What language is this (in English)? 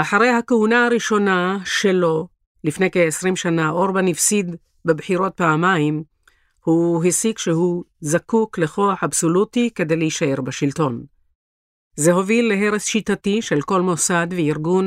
Hebrew